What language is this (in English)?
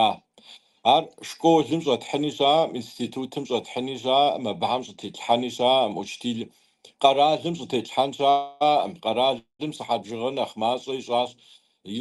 Kabardian